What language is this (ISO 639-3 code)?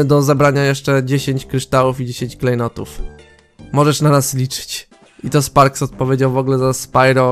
pol